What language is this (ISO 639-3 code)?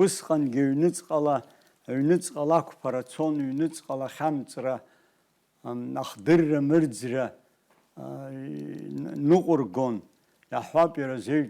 abk